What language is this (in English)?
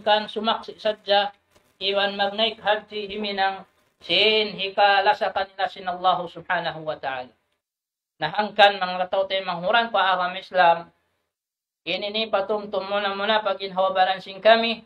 Tausug